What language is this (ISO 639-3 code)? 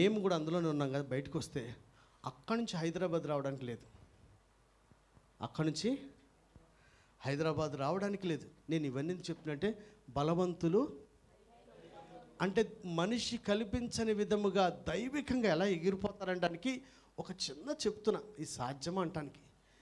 tel